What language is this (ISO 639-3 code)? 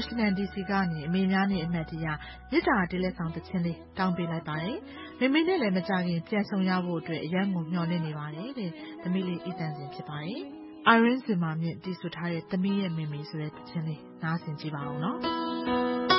mya